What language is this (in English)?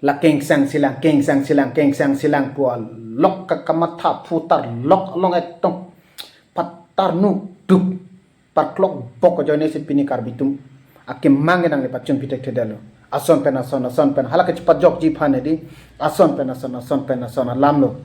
Karbi